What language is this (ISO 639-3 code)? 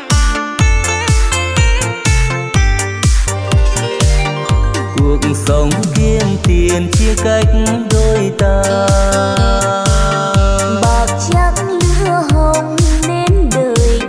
vie